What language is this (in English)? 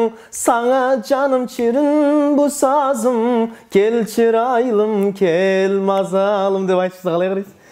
Kara-Kalpak